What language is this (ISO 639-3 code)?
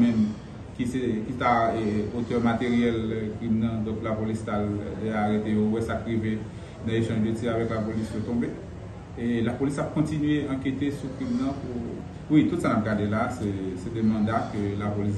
hat